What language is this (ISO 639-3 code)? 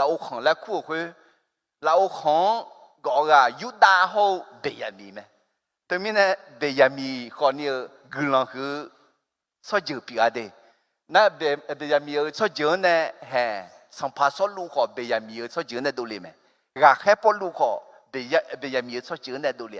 ahk